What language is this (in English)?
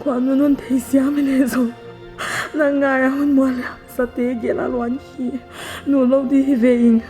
Paite Chin